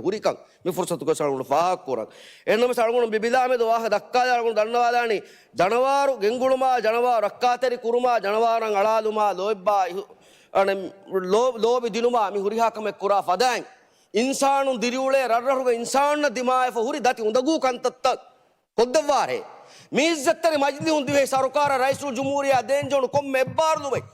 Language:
Divehi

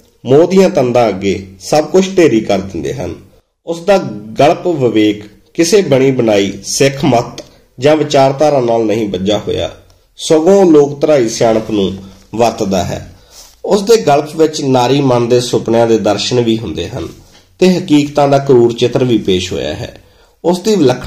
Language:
Punjabi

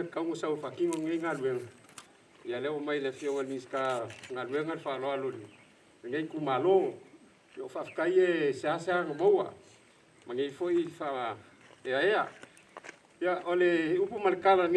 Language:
Samoan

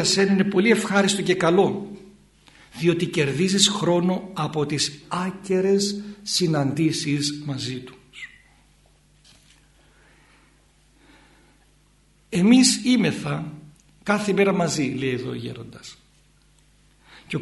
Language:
Greek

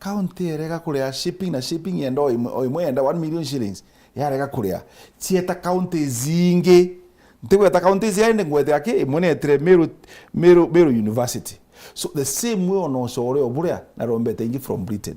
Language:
Meru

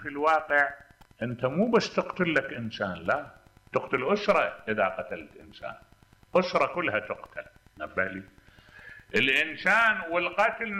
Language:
Mesopotamian Arabic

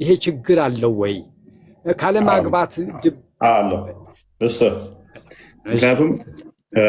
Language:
Amharic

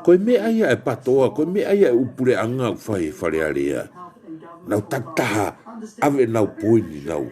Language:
Tongan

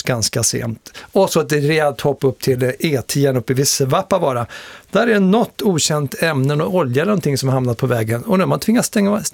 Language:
Swedish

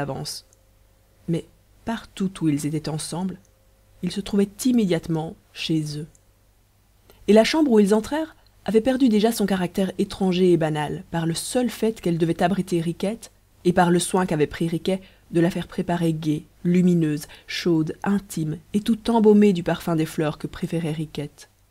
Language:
French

